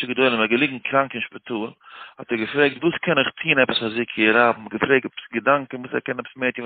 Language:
Yiddish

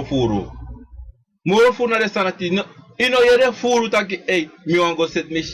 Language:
Sranan Tongo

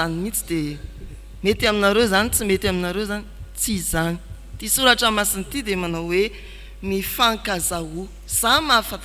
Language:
Malagasy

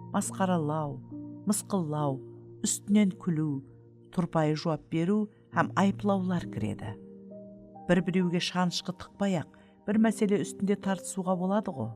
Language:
Kara-Kalpak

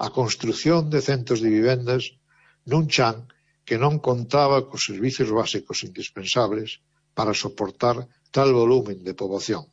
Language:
Galician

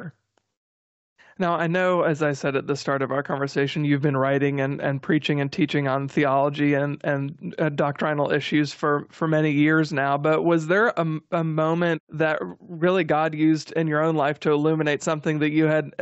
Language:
English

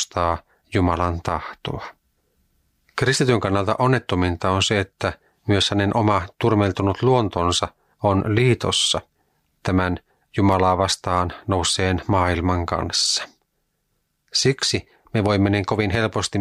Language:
Finnish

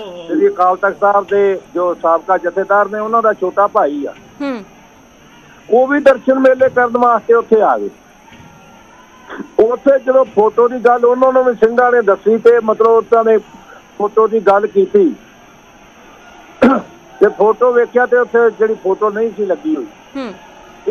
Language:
Punjabi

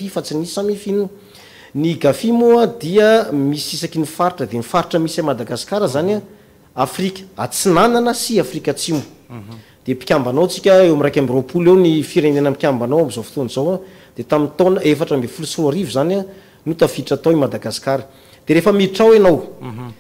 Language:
Malagasy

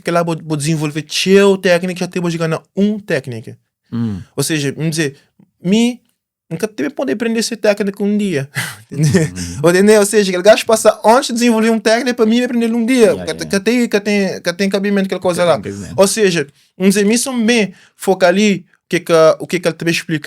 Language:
Kabuverdianu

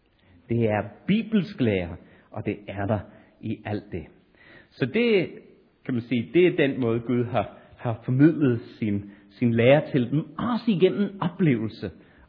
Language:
Danish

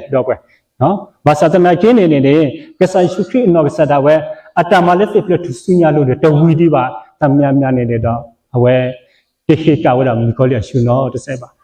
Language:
S'gaw Karen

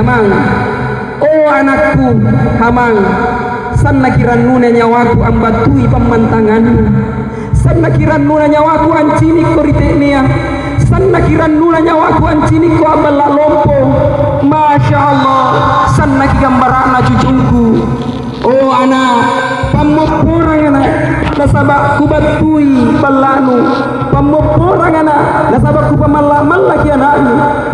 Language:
Makasar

